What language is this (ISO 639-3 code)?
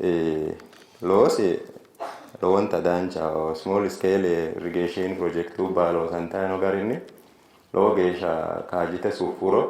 sid